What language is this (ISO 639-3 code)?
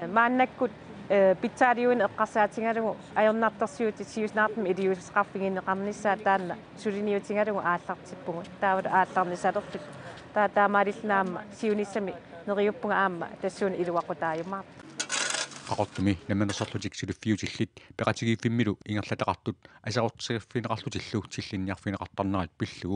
kal